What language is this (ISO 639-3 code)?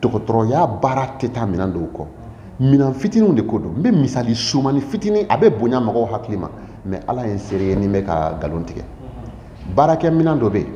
bam